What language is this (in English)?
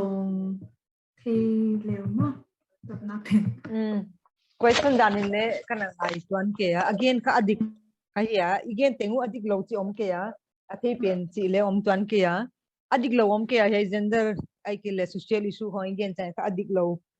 Paite Chin